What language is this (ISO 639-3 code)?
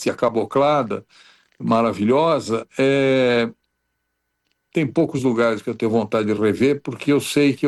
por